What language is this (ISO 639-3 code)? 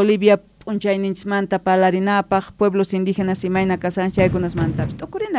quh